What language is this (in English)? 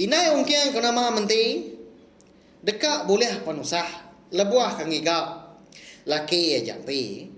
Iban